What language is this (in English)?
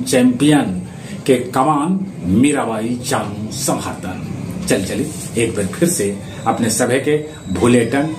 Magahi